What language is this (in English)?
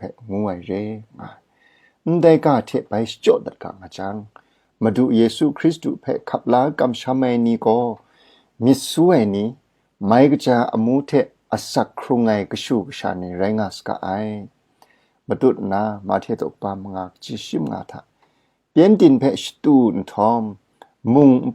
Kachin